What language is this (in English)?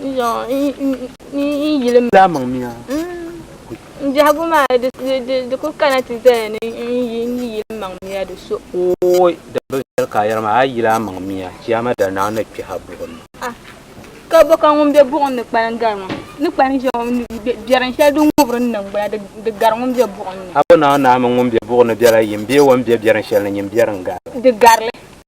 Dagbani